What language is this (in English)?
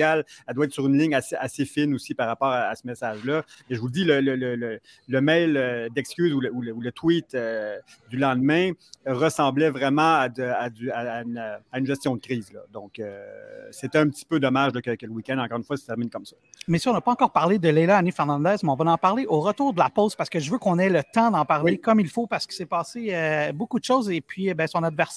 French